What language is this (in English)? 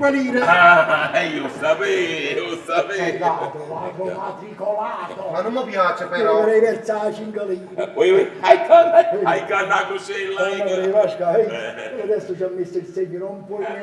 Neapolitan